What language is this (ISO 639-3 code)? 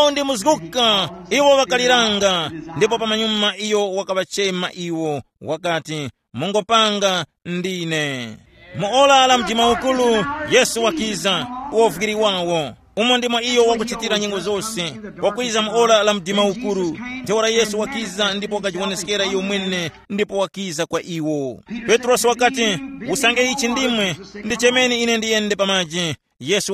tum